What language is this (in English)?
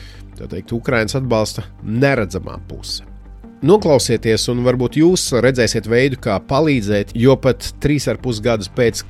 Latvian